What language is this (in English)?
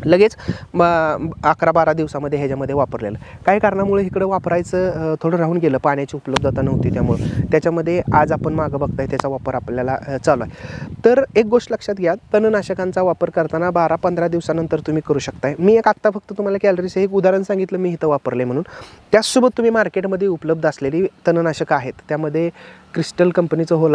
Marathi